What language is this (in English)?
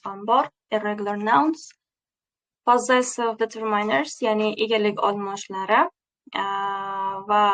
Uzbek